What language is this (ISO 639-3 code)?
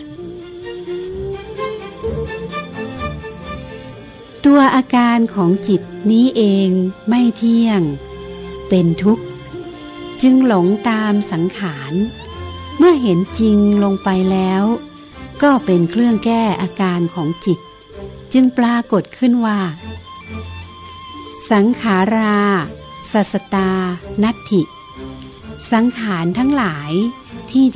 tha